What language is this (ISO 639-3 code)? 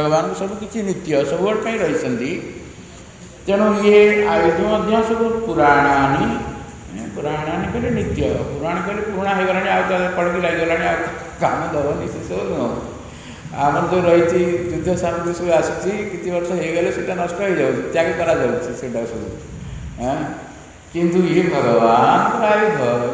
ori